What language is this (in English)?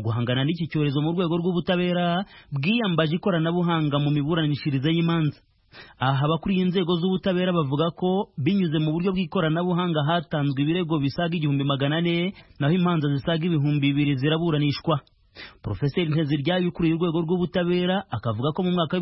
Kinyarwanda